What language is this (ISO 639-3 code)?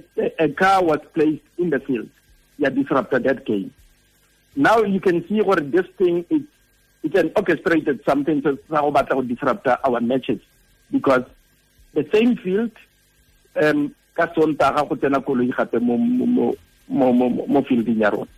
tsn